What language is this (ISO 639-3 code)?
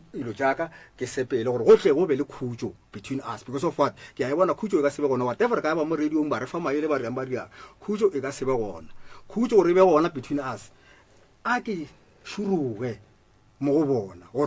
nso